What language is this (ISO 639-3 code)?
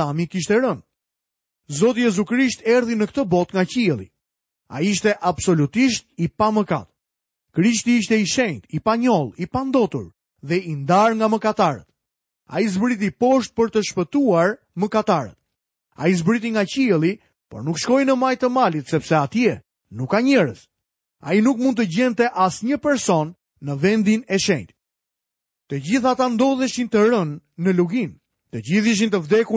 sqi